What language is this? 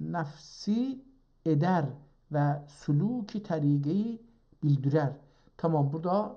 South Azerbaijani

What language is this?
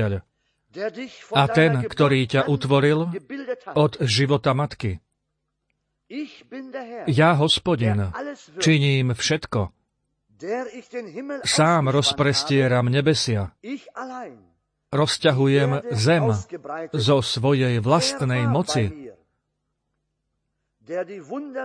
Slovak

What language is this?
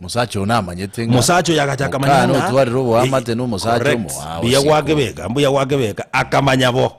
Gusii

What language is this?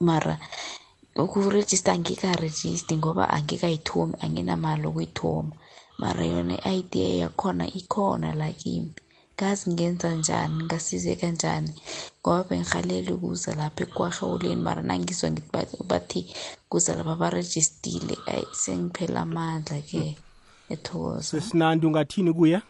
South Ndebele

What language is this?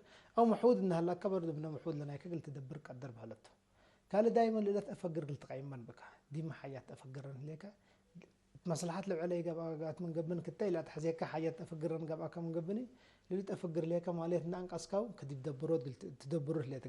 Tigre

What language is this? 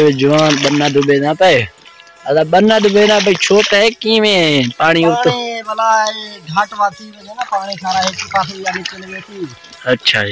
Saraiki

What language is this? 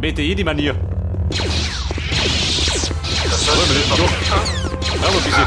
Bavarian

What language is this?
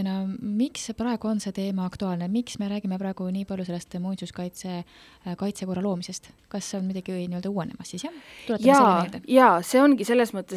Estonian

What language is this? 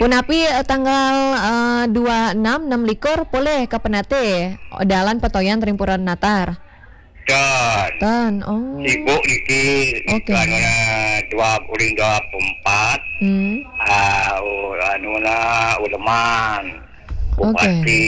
Balinese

